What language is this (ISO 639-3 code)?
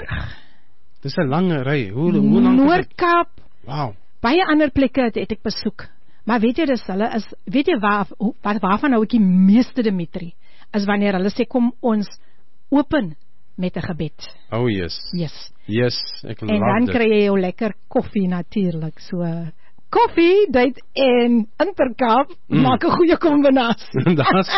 afr